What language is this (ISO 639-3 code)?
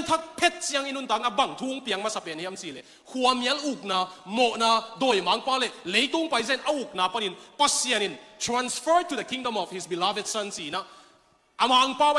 ctd